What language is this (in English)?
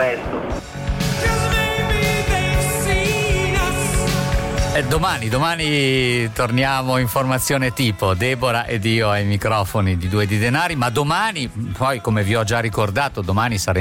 Italian